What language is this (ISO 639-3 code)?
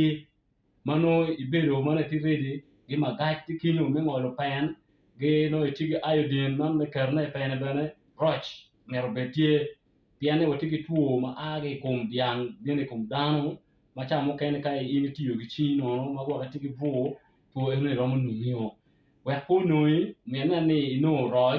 ach